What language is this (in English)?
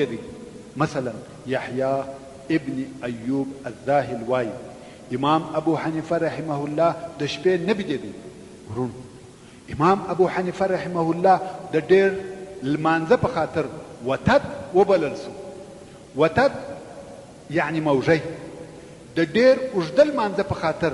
Pashto